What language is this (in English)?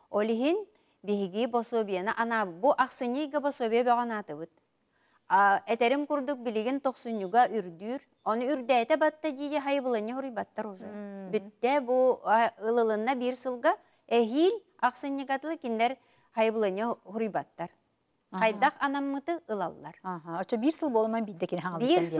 Yakut